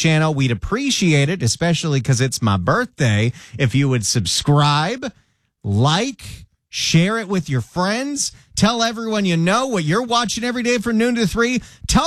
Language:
English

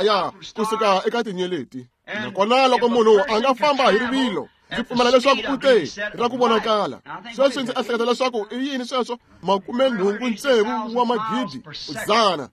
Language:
Tsonga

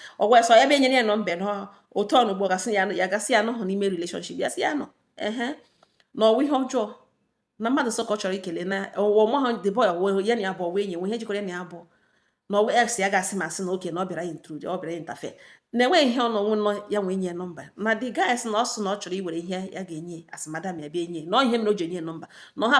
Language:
Igbo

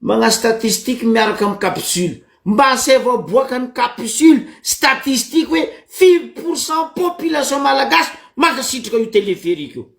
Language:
Malagasy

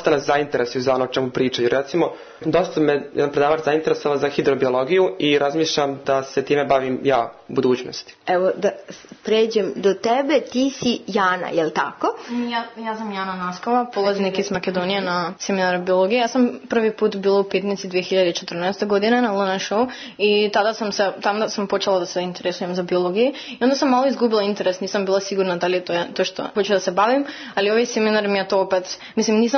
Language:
Serbian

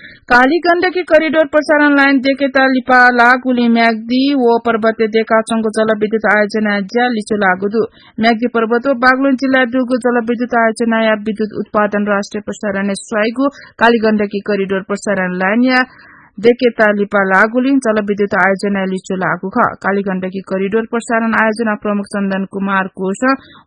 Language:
Newari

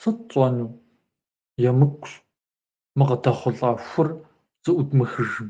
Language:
Kabardian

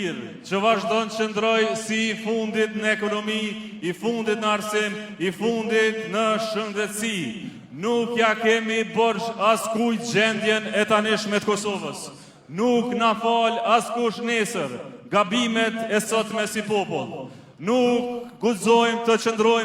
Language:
Albanian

